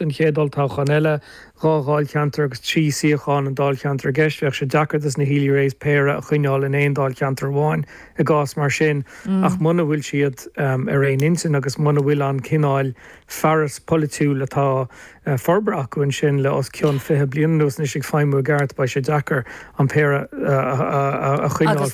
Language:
Irish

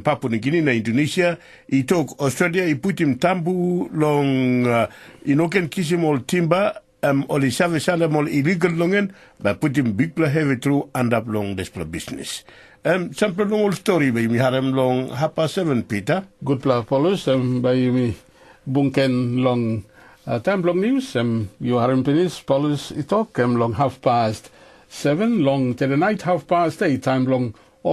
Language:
Tok Pisin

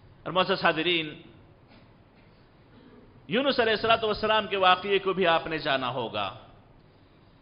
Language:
Urdu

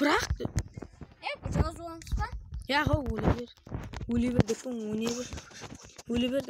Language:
Kara-Kalpak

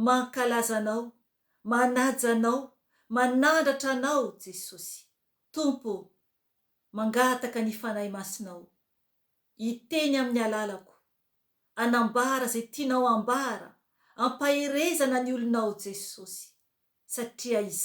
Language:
Malagasy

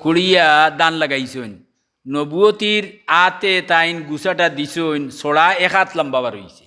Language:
Sylheti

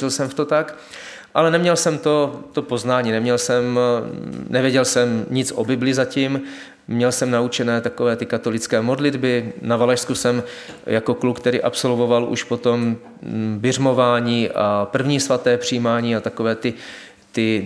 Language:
Czech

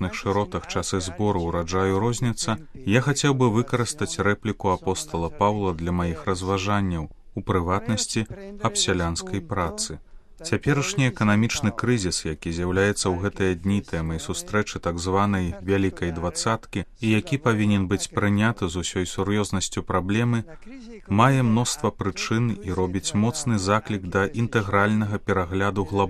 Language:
Belarusian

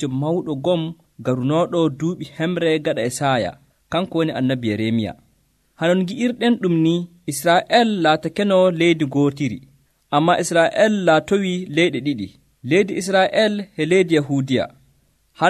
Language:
Nigerian Fulfulde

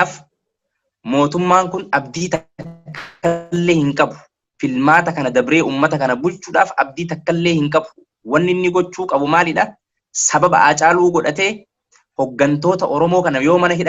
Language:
Oromo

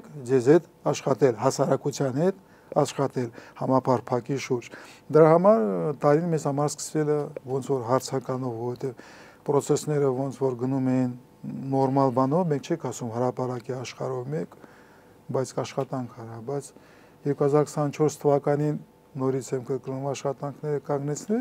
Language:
Armenian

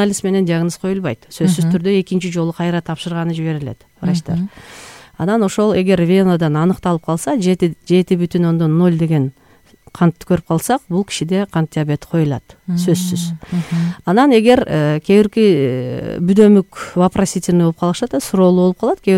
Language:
Kyrgyz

